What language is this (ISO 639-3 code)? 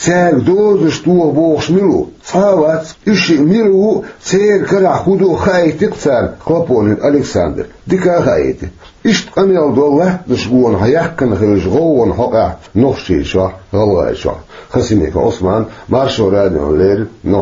che